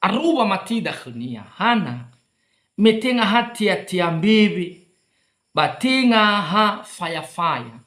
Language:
Nias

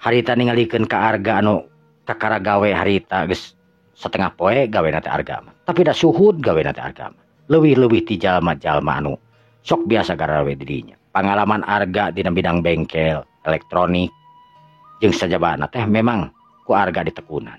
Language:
Sundanese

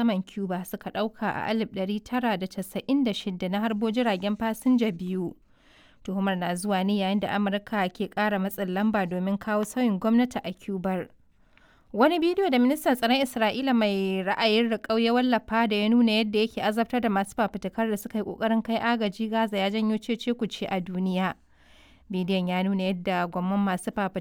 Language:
Hausa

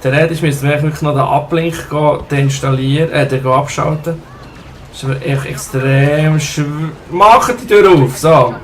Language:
Swiss German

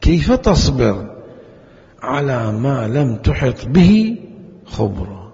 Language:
Mesopotamian Arabic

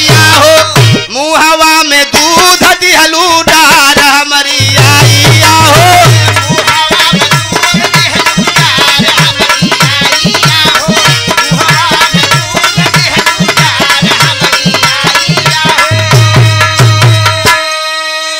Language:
Bhojpuri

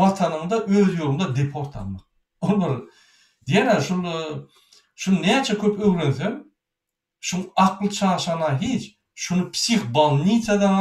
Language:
Turkmen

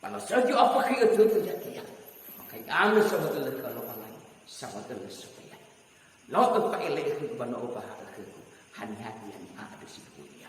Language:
Nias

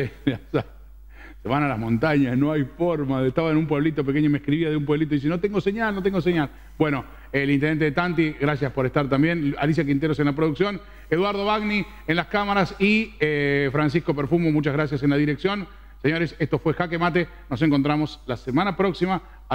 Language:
Spanish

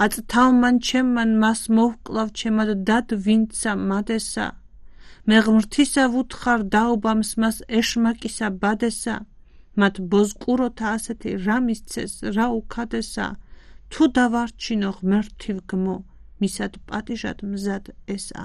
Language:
Georgian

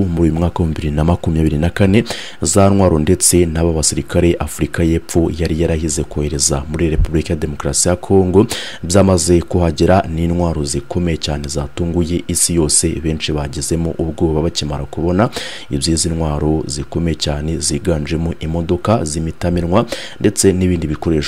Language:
Kinyarwanda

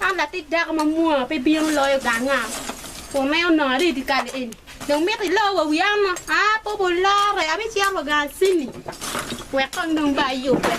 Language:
Acoli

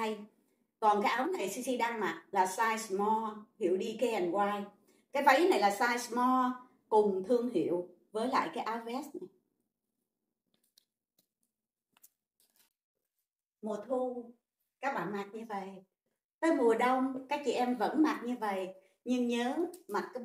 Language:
Vietnamese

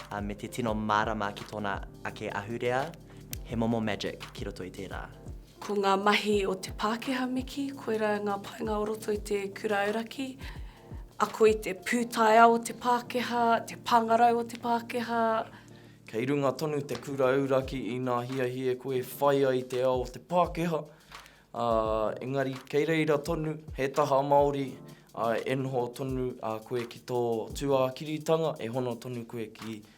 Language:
Māori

